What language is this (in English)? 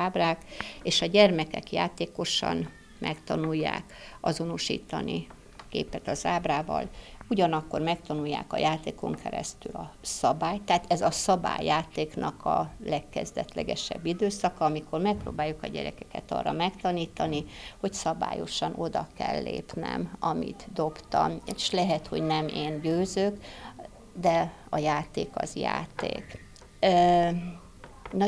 Hungarian